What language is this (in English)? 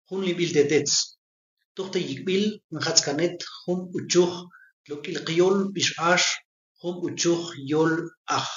Tektiteko